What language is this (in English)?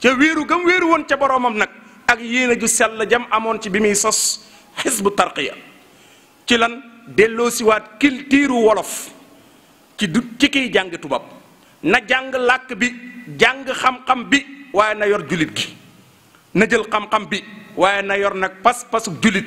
Wolof